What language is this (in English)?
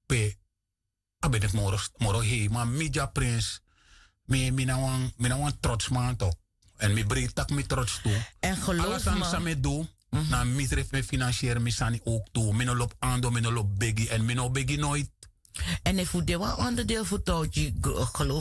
Sranan Tongo